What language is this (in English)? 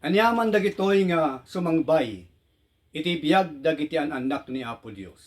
Iloko